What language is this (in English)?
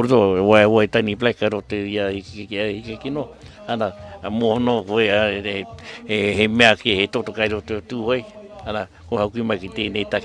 Māori